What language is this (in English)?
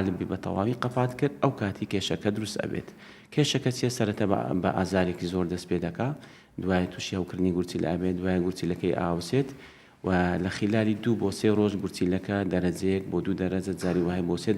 Central Kurdish